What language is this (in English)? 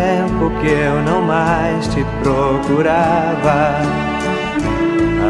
Portuguese